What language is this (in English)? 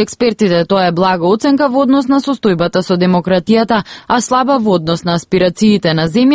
Macedonian